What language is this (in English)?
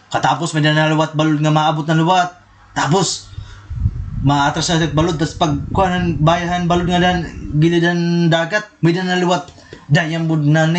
Waray